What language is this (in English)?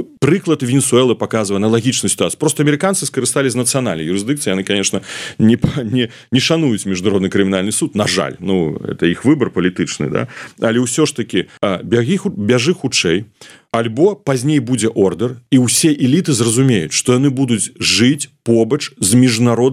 Belarusian